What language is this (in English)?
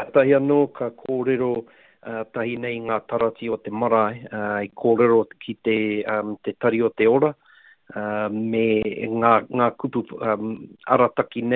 Māori